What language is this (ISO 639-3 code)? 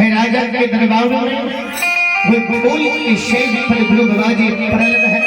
mai